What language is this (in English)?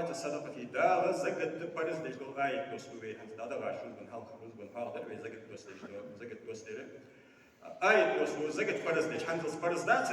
Ingush